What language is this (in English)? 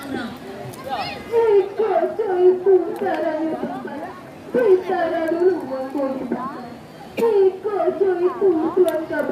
Minangkabau